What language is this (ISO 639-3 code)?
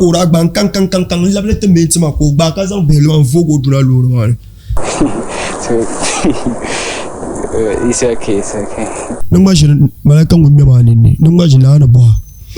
dag